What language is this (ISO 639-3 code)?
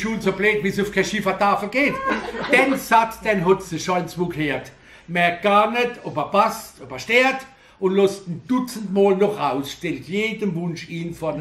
pfl